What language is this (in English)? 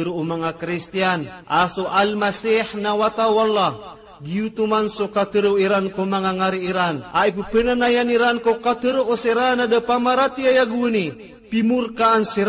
Maranao